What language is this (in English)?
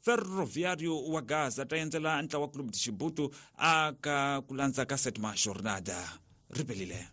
Tsonga